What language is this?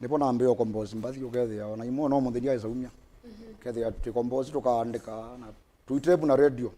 Kamba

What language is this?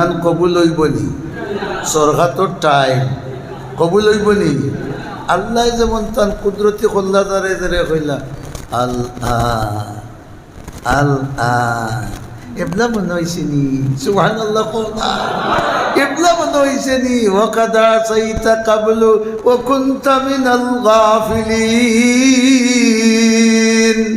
Sylheti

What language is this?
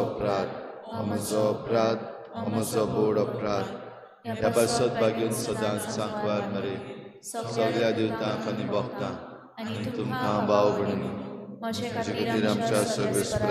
Konkani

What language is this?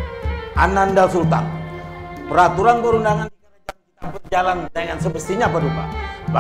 Banjar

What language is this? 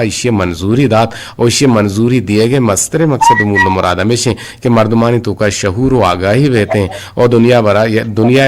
Eastern Balochi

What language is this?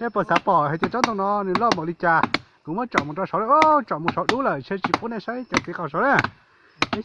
Hmong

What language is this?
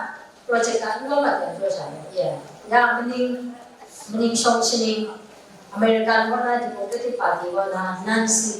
Kachin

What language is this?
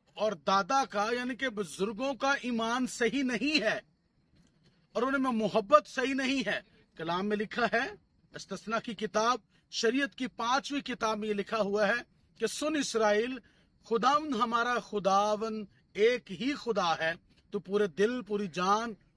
Urdu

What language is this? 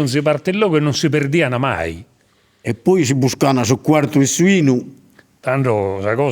Sardinian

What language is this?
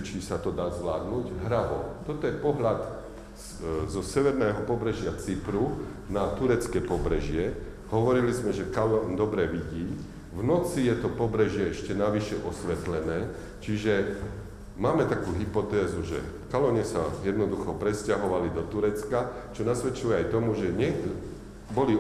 Slovak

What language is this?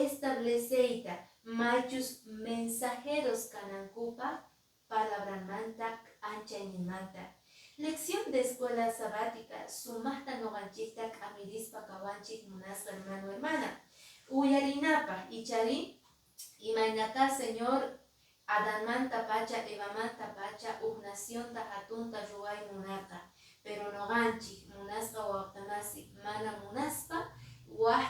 Quechua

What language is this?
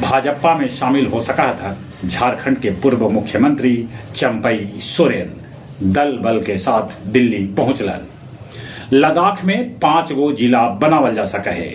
Magahi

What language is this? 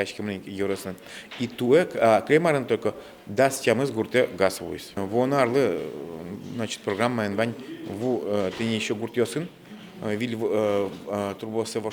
Udmurt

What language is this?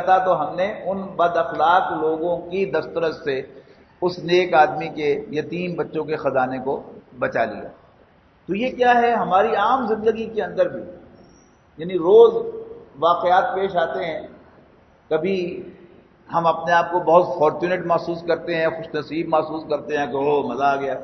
Urdu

